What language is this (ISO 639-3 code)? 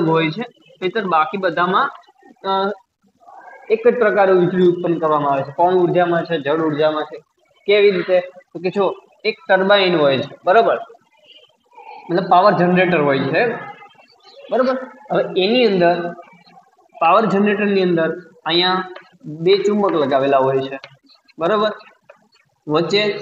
guj